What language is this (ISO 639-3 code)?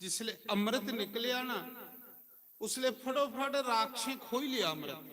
doi